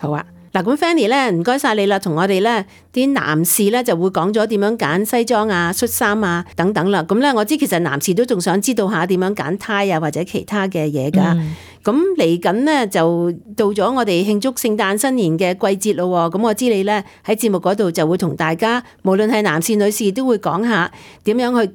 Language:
Cantonese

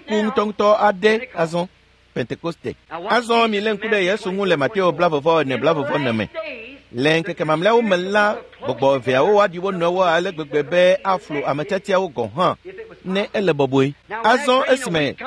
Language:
Ewe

